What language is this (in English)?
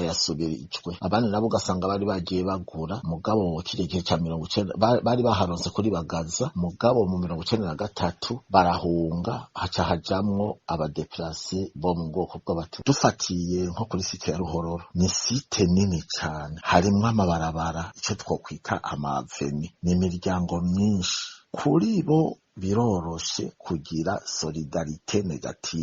Rundi